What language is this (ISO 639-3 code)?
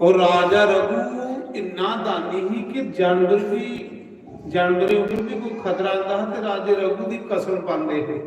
doi